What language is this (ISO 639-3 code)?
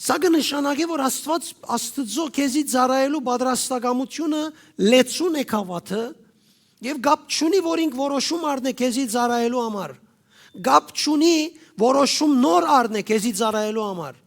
hyw